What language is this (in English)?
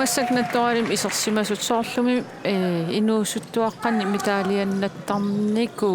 Kalaallisut